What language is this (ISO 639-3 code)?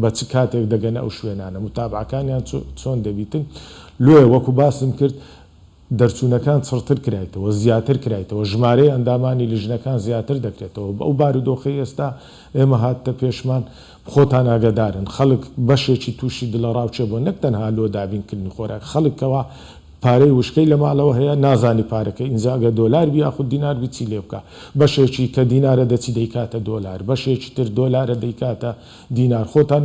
ckb